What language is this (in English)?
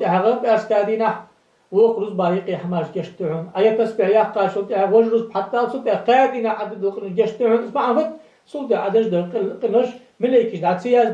Ingush